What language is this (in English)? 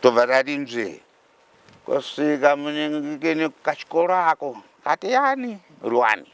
Shona